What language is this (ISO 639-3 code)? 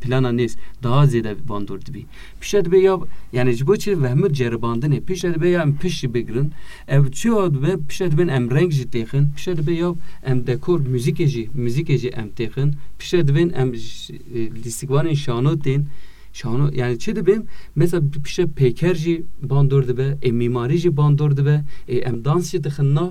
kur